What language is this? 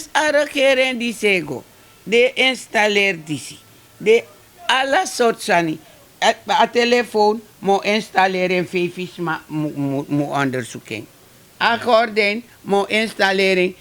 Sranan Tongo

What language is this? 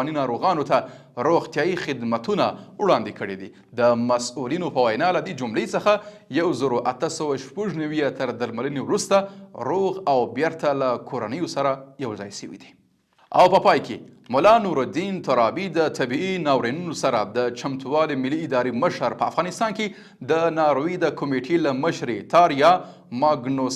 Pashto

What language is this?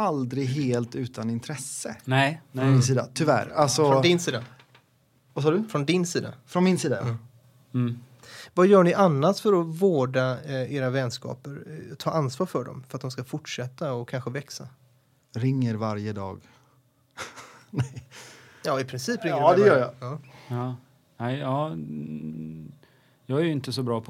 Swedish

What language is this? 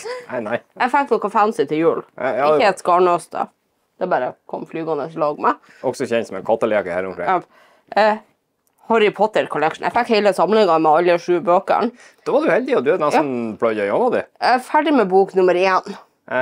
Norwegian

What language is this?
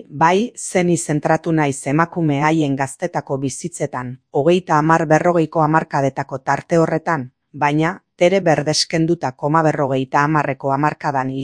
Basque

